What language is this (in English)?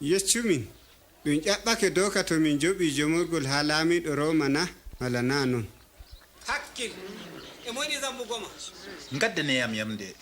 Adamawa Fulfulde